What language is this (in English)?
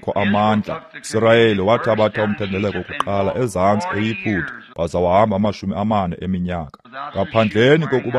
Xhosa